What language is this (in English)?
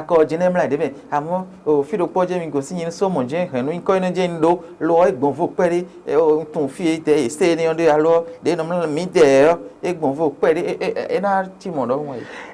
Fon